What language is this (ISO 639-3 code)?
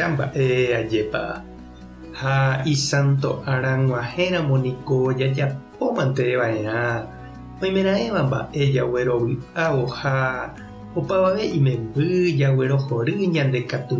grn